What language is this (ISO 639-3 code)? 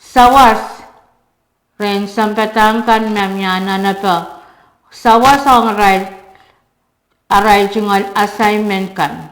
pon